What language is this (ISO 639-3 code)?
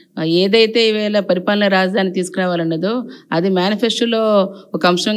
tel